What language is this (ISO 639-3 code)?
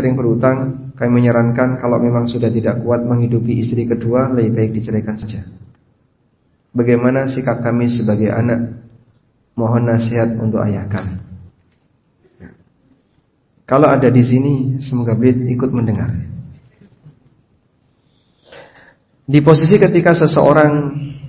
ind